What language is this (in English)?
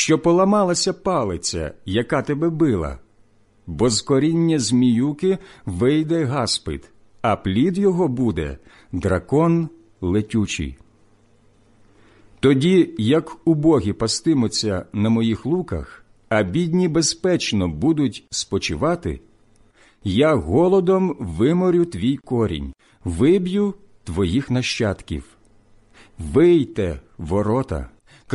Ukrainian